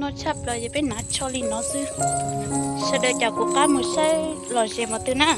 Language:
Hmong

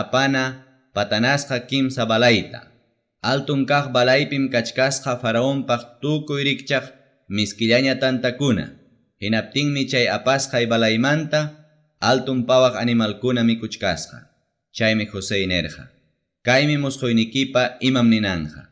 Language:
Ayacucho Quechua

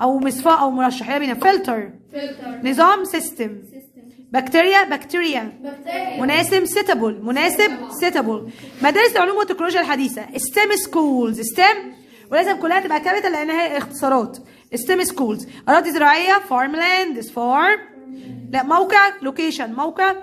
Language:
Egyptian Arabic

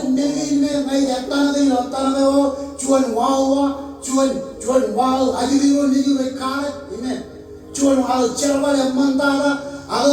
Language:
Marshallese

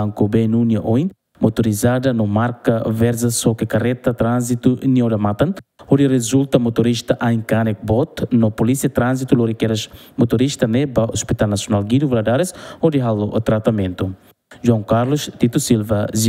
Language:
Tetum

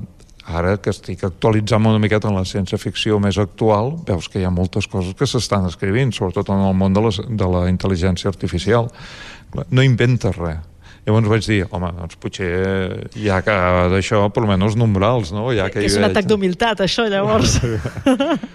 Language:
Catalan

